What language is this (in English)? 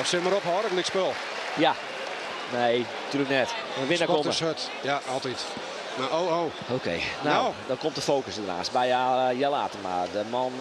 Western Frisian